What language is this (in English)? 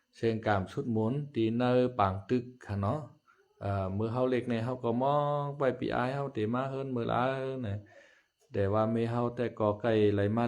Shan